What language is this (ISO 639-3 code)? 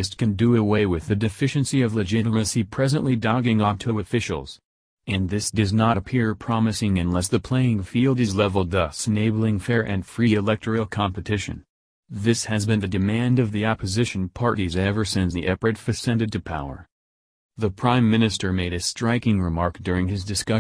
eng